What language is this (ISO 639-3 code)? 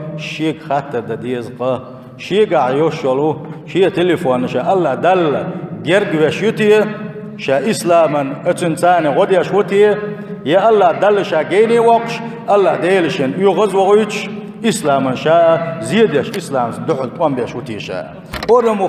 che